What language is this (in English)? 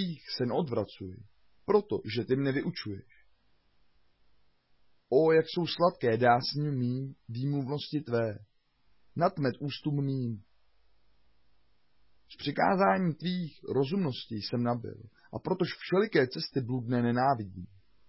Czech